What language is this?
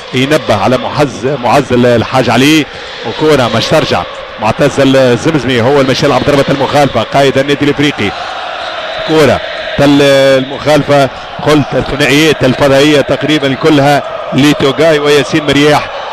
Tunisian Arabic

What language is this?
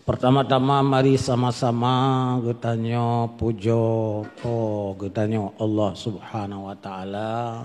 Achinese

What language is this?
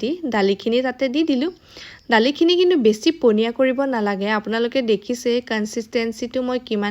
Assamese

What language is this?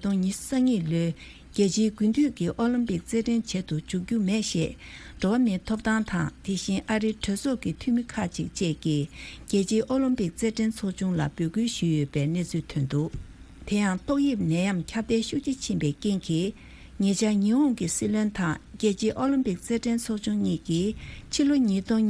Tibetan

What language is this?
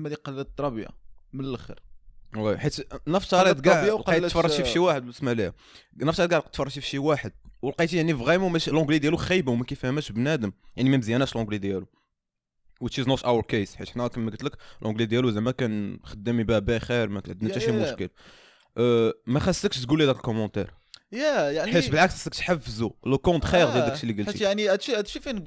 Moroccan Arabic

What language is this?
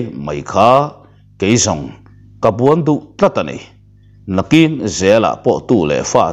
Mizo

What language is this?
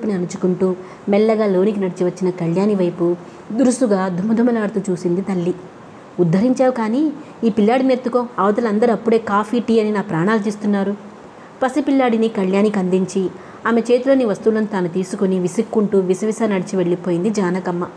Telugu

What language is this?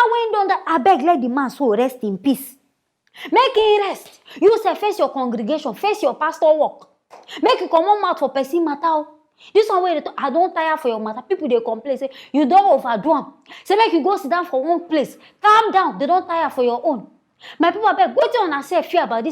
Nigerian Pidgin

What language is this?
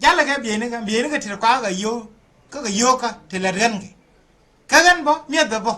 Nuer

